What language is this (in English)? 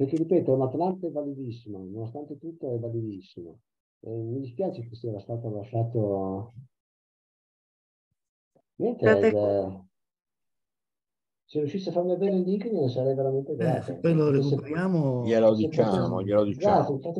Italian